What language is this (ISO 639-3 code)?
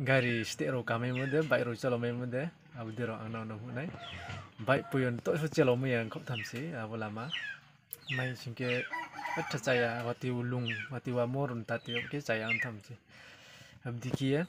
ria